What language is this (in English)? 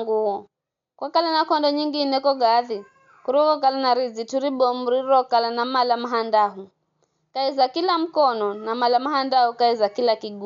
Giryama